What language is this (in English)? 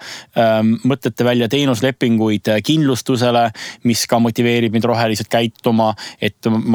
Estonian